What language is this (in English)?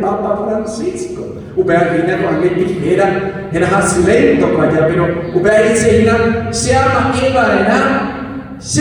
Guarani